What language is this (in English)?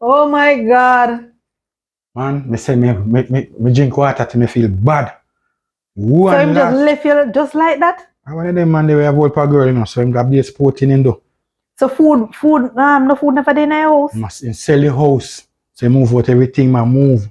Jamaican Creole English